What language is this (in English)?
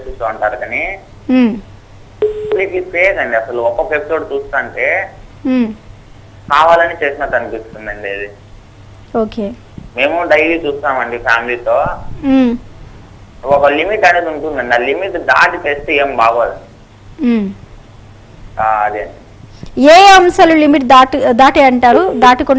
Telugu